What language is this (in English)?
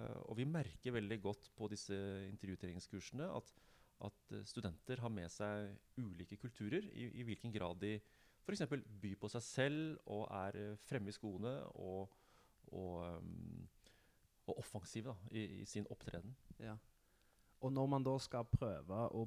Norwegian